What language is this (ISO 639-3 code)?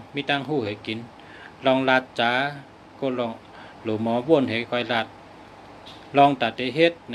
shn